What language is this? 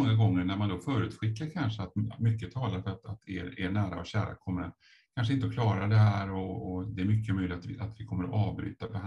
Swedish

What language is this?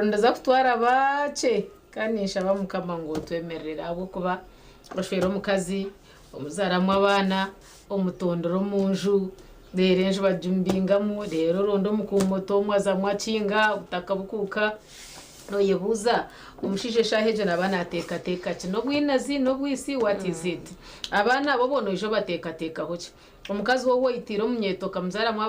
Nyankole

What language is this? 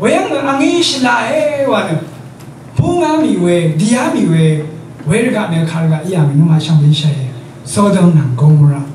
Rawang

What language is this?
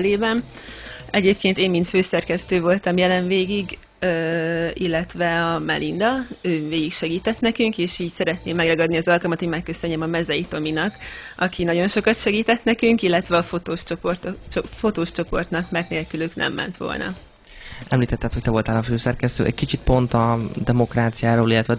Hungarian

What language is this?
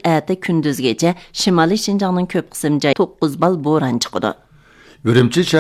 Uyghur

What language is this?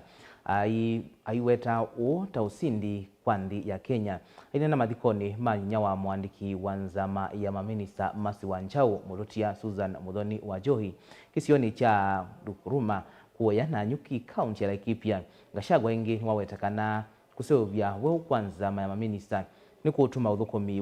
Kamba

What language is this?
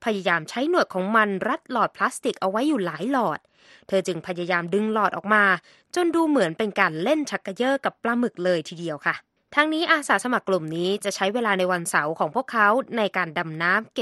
Thai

